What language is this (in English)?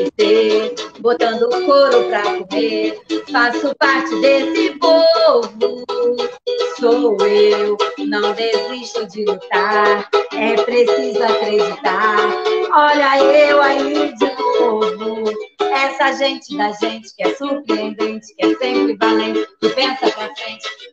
Portuguese